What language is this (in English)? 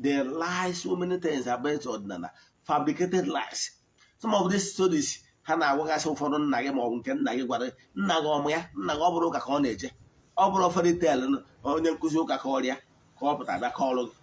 Igbo